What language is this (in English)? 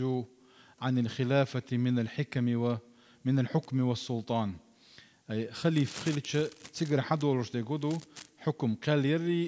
Chechen